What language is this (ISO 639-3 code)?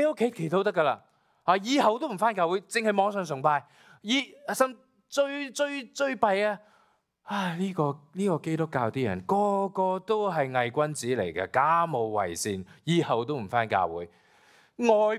yue